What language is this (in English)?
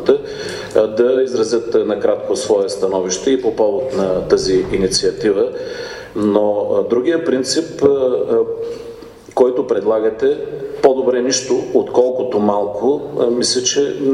Bulgarian